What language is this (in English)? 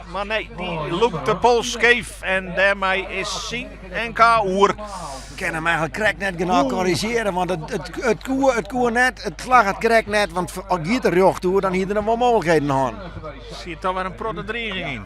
Western Frisian